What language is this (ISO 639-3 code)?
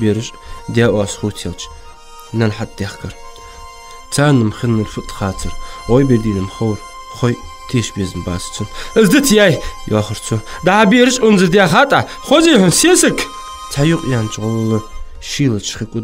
inh